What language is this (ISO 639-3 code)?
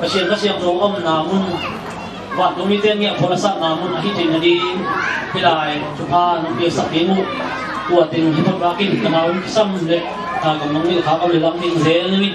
ctd